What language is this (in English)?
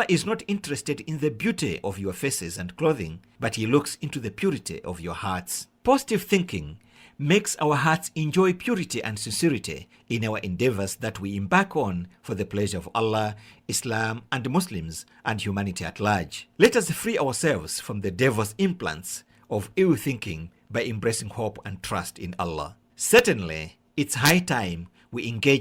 English